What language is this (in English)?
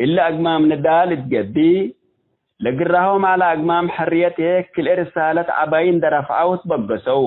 Tigre